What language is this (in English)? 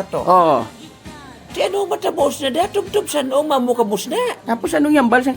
Hiligaynon